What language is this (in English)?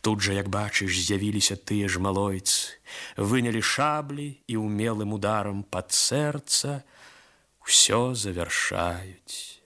Belarusian